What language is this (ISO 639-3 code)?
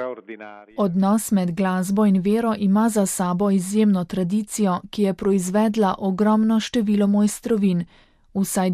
slv